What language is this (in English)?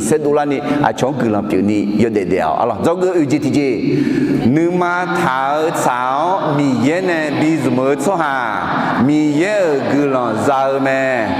Akha